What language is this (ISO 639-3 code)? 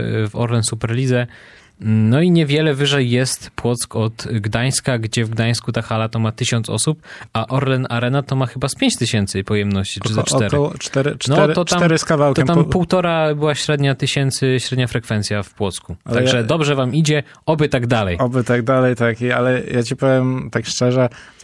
pol